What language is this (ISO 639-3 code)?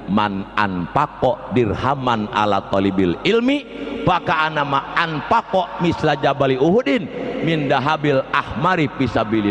sun